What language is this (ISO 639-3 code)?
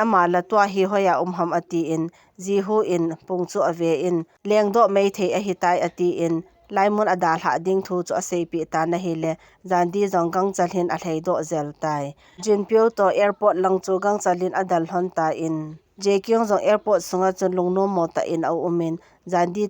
tcz